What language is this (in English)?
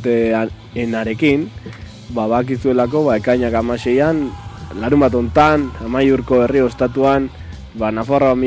Basque